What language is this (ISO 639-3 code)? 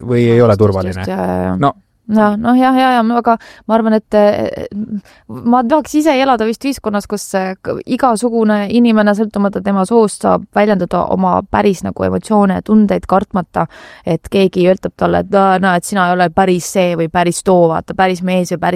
est